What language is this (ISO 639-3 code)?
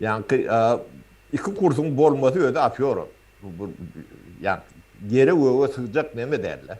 tuk